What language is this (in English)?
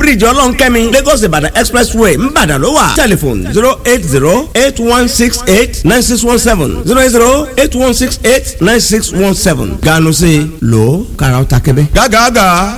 Yoruba